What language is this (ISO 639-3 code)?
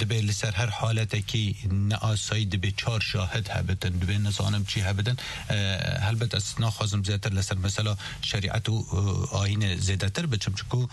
kur